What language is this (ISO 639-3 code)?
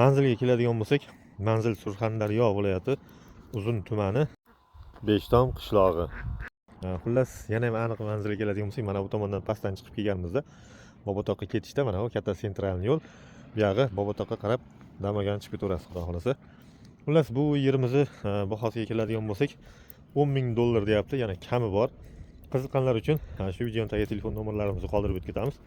uzb